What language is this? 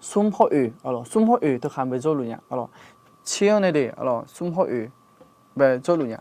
Akha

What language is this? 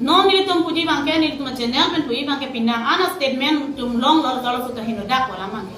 Karbi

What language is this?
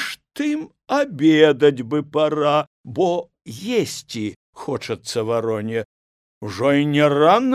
Belarusian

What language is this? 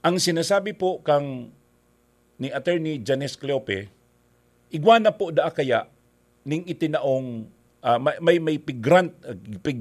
Bikol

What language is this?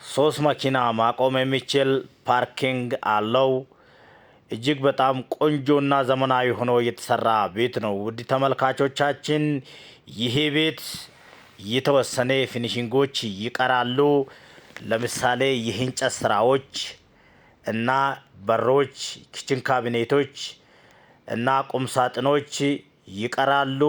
Amharic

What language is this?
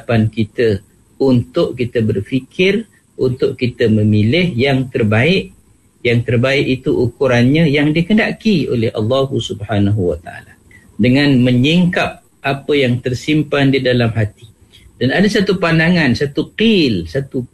Malay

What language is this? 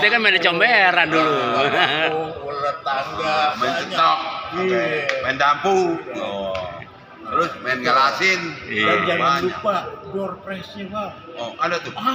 Betawi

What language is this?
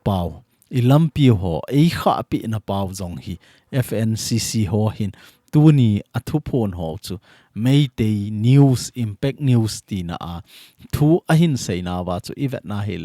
Thado Chin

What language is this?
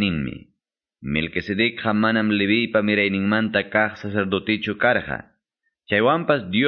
Quechua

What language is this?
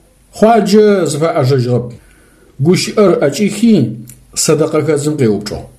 Adyghe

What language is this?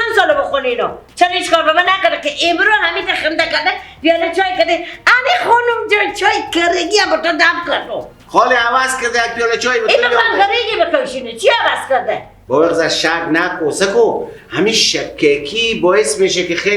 Persian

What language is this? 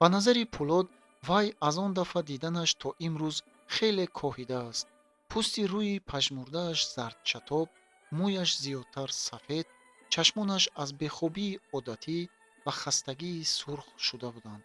Tajik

